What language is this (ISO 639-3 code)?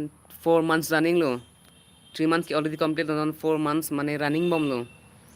mjw